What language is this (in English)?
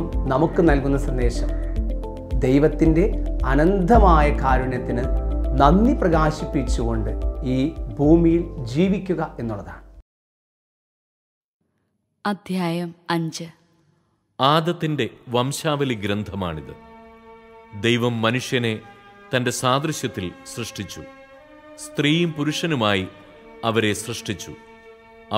Malayalam